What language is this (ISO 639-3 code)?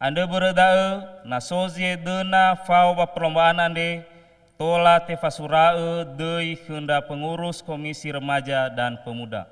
nia